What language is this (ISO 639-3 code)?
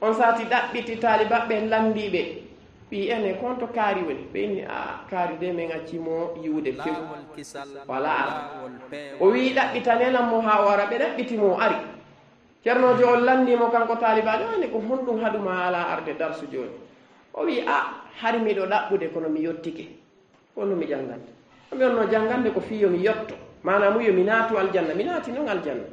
ful